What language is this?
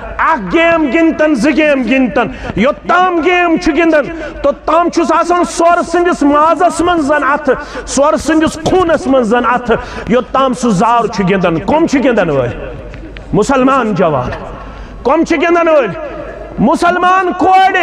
Kashmiri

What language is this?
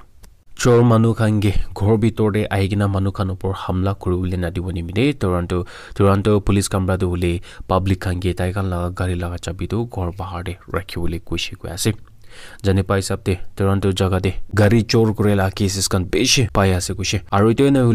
Naga Pidgin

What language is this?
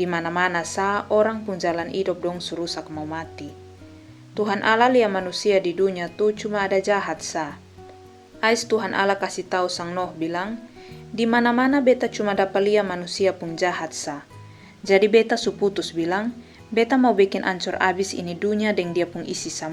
Kupang Malay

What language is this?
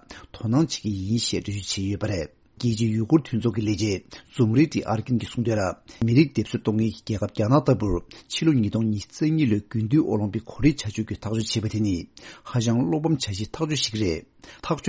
Tibetan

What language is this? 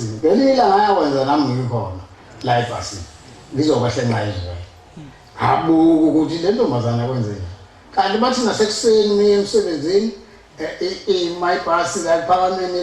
Zulu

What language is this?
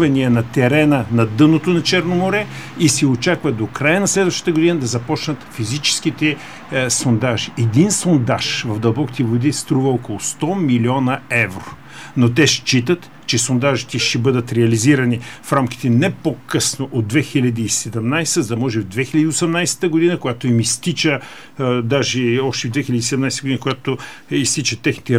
Bulgarian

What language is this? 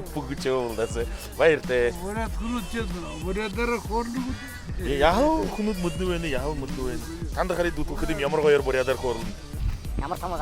Buriat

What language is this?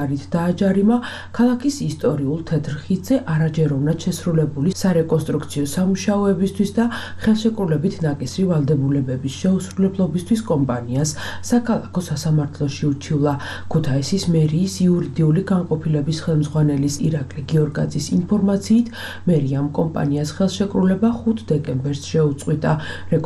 Georgian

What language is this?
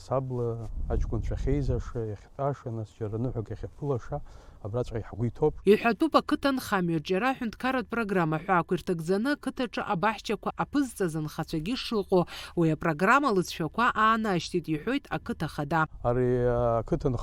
Abkhazian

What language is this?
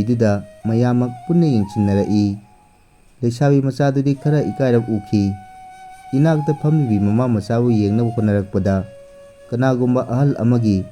Manipuri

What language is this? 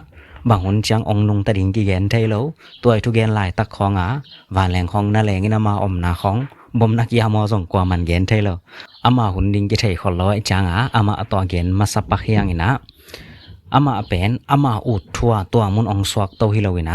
Tedim Chin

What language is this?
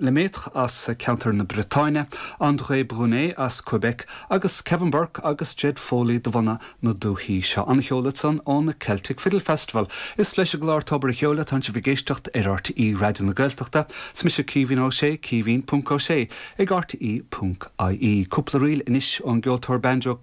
Irish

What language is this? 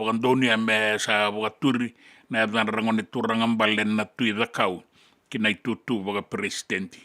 Fijian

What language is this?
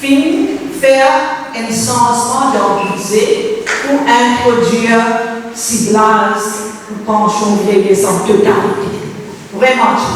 Morisyen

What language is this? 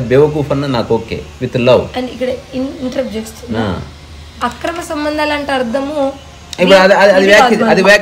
Telugu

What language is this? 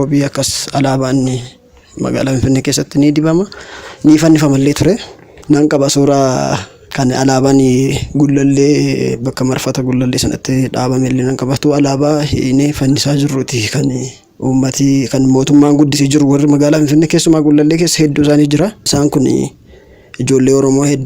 Oromo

